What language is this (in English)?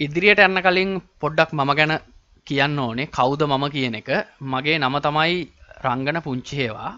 Sinhala